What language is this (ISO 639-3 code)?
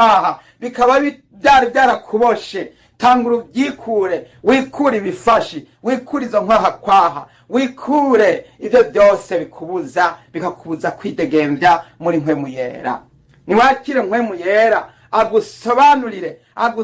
run